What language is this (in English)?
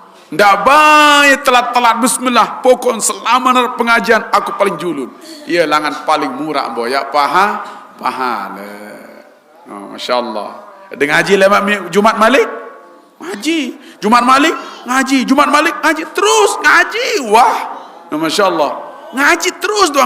Sasak